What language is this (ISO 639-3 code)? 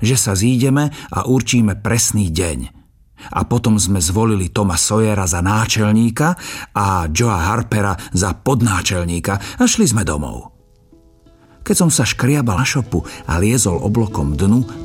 slk